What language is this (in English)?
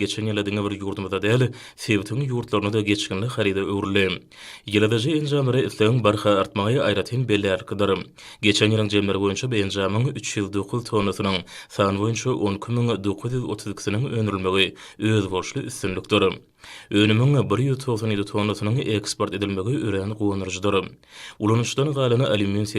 Turkmen